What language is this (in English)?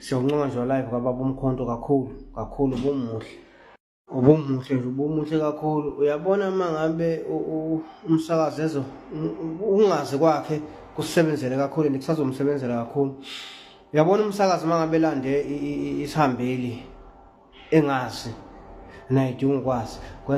Zulu